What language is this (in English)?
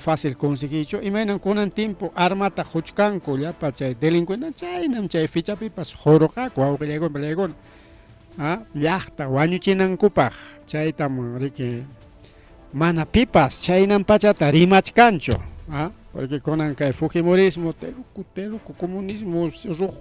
Ayacucho Quechua